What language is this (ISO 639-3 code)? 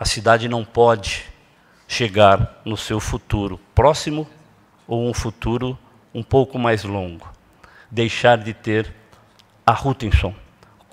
por